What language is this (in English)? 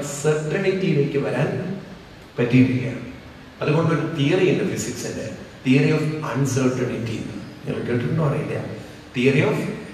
Malayalam